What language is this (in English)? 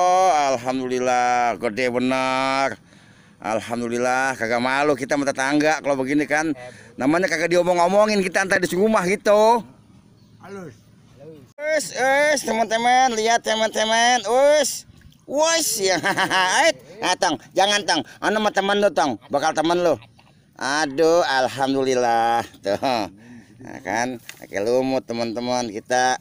Betawi